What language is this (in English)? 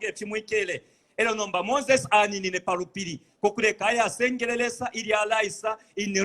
Bemba